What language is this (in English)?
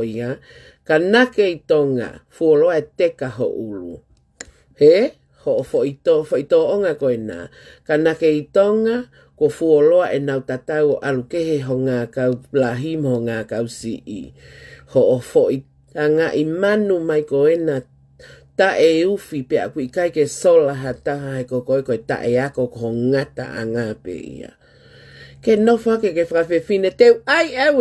Tongan